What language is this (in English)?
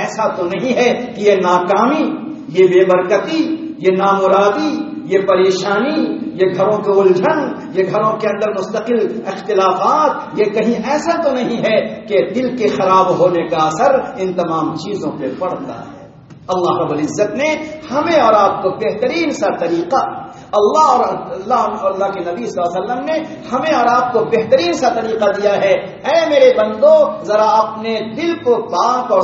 Urdu